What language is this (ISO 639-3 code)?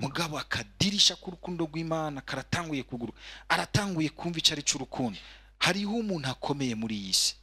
run